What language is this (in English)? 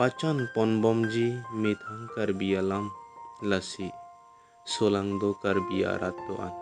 Karbi